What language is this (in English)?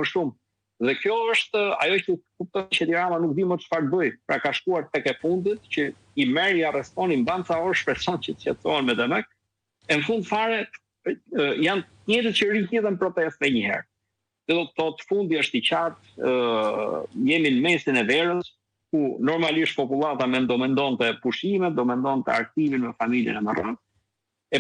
Albanian